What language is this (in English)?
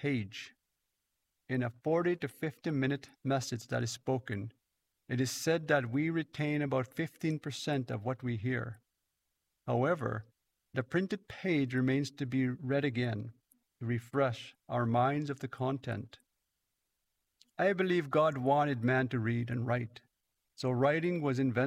English